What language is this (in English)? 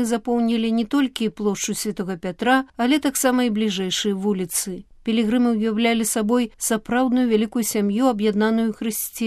Belarusian